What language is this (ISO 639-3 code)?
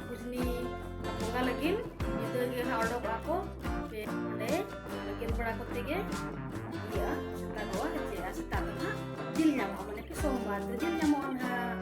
sat